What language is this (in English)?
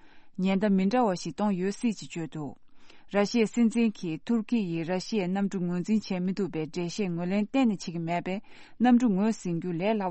Tibetan